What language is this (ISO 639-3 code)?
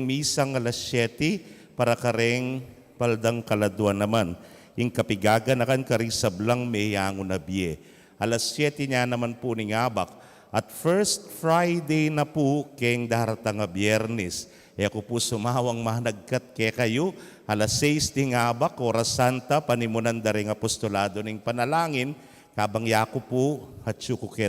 pam